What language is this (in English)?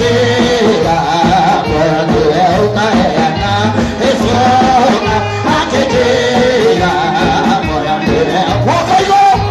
Kikuyu